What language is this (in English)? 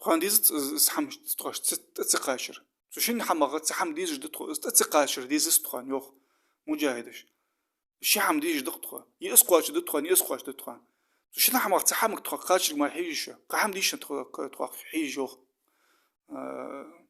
Ingush